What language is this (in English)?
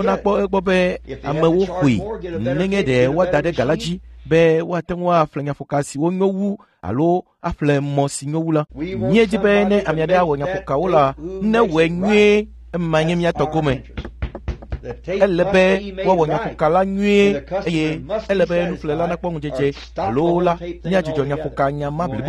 Ewe